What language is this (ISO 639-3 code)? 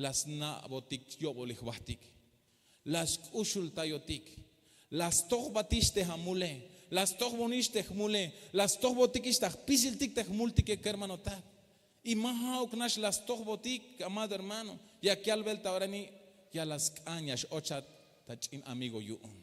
tzh